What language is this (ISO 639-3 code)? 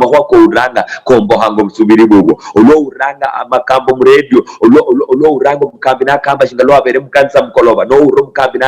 luy